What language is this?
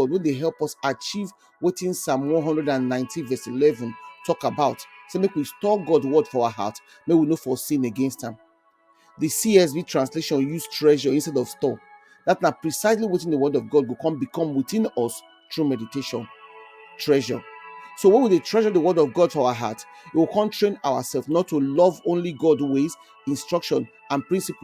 Nigerian Pidgin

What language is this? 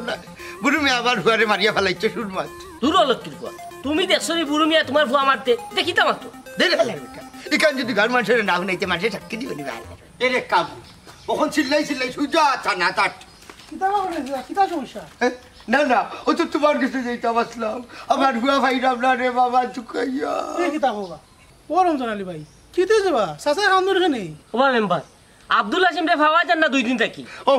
Sylheti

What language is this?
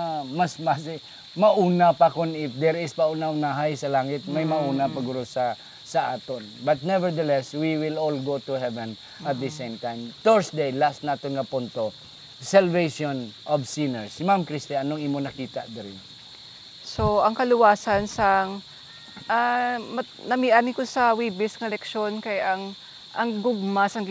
Hiligaynon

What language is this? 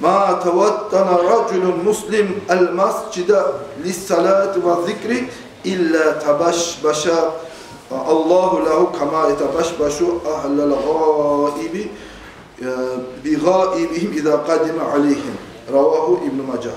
Kumyk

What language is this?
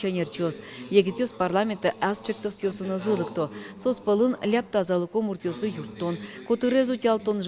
Udmurt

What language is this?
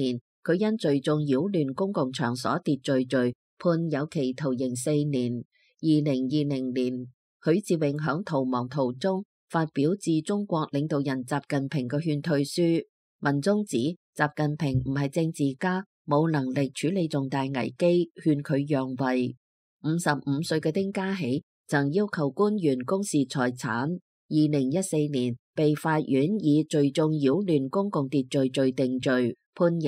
Cantonese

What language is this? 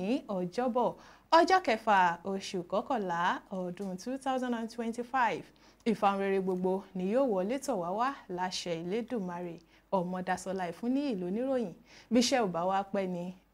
Yoruba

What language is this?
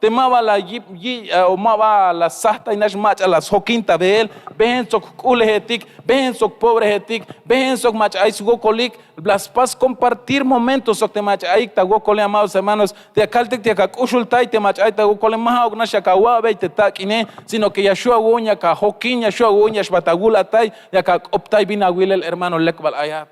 Tzeltal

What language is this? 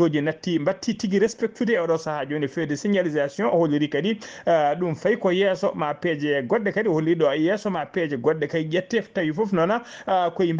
Fula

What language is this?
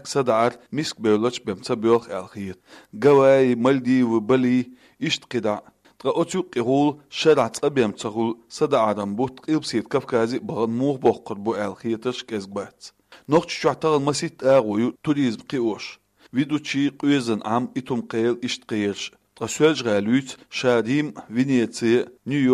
Chechen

